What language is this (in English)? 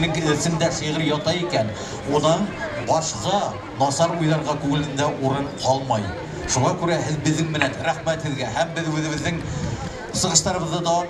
Bashkir